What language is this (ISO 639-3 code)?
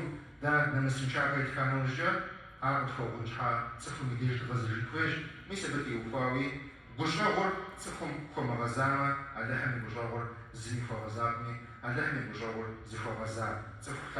kbd